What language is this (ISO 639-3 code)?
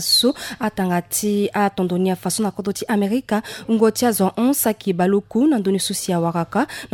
sag